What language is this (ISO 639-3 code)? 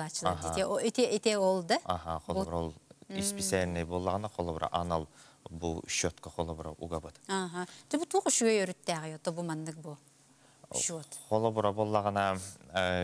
sah